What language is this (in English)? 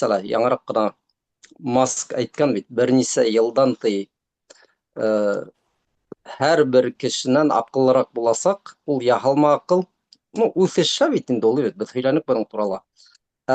Bashkir